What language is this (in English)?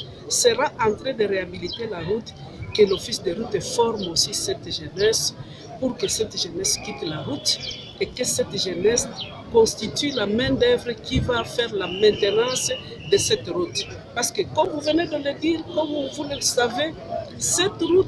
French